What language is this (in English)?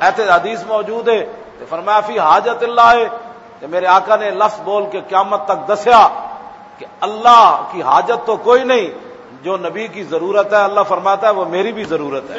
Western Panjabi